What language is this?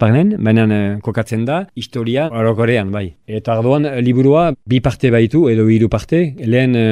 Basque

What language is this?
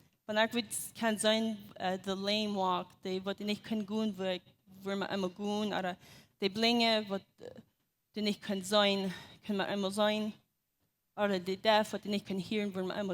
Plautdietsch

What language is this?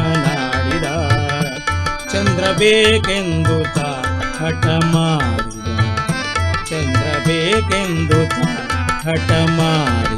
Kannada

